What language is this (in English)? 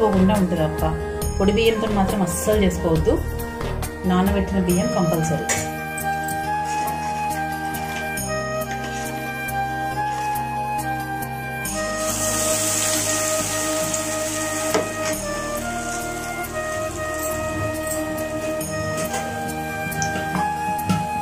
Telugu